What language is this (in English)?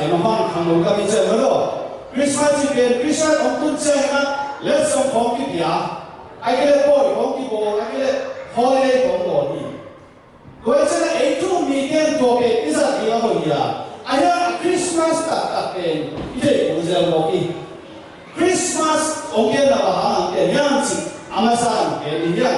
Tedim Chin